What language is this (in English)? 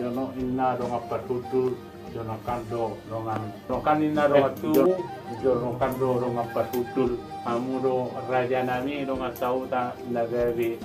Batak Toba